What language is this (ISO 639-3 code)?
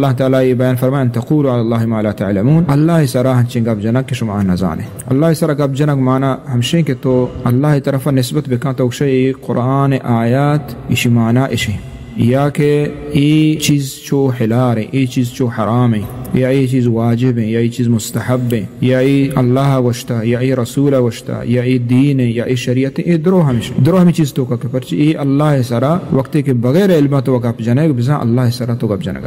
bgp